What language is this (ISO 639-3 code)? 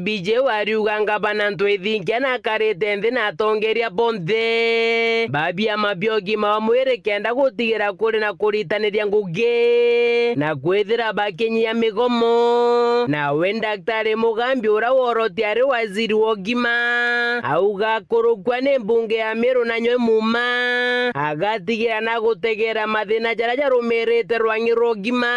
mer